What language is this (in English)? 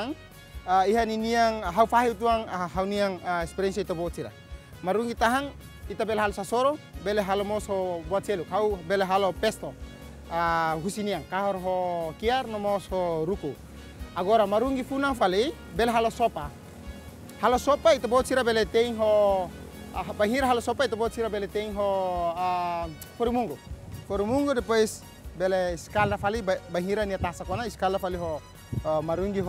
Tetum